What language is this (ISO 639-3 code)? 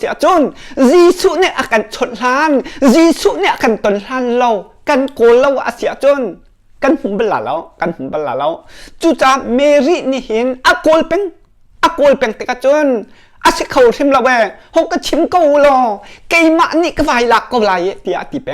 cnh